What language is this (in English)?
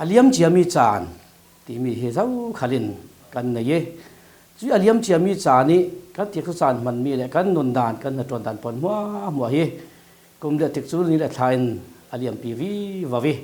Falam Chin